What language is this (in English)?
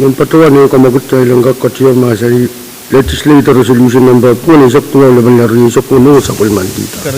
Pohnpeian